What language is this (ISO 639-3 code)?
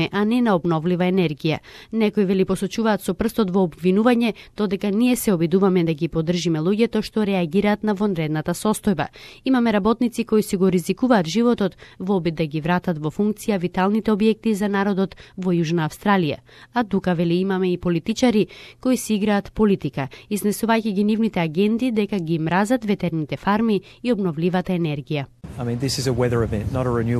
mkd